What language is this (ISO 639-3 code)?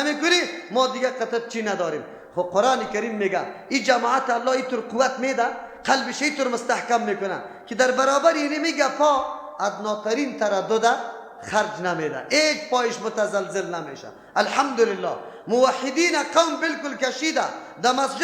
fas